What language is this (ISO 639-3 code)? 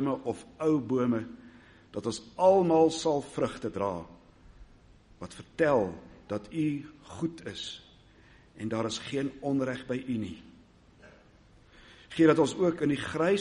afr